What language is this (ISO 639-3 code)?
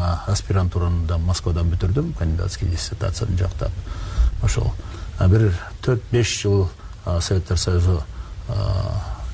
kir